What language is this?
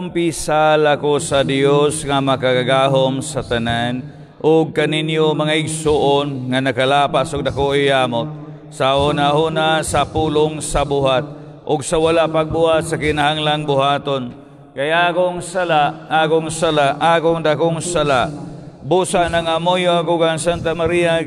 Cebuano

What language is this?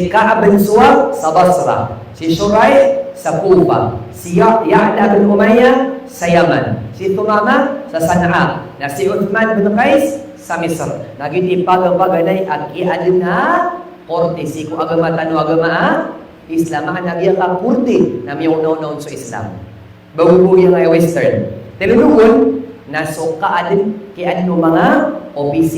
Maranao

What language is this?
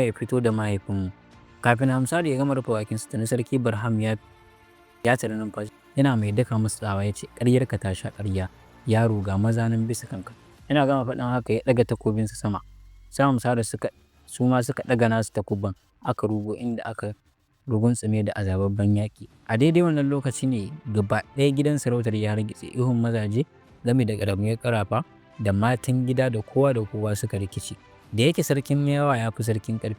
Hausa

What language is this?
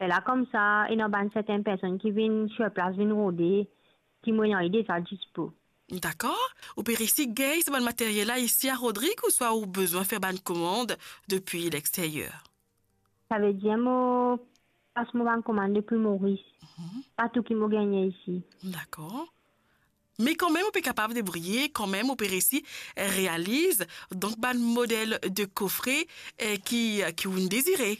Morisyen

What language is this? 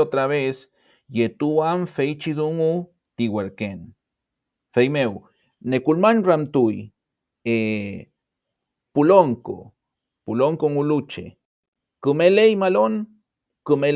Mapuche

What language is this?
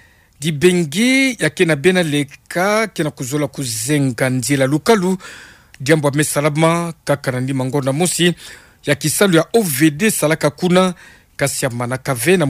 Kituba (Democratic Republic of Congo)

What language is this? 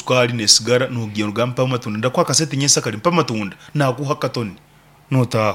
Nyankole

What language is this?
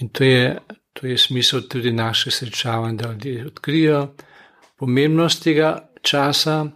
Slovenian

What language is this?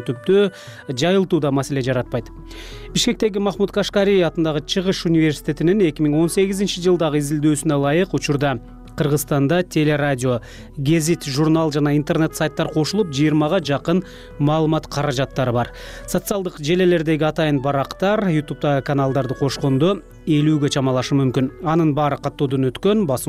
Kyrgyz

